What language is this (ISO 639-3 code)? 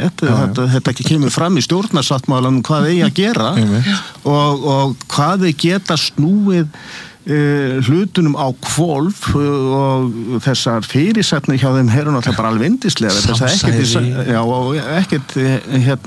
isl